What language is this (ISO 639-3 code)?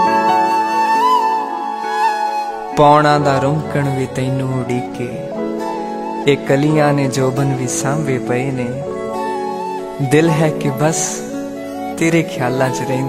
pan